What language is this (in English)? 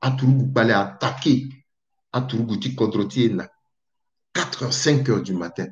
Sango